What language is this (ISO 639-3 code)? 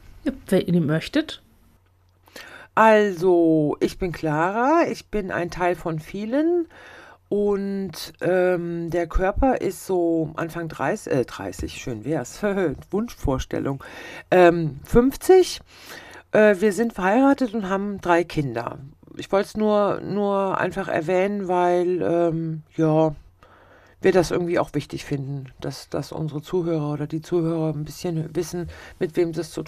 deu